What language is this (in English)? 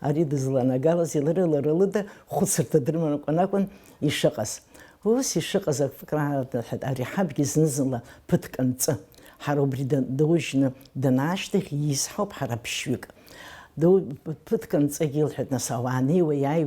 Abkhazian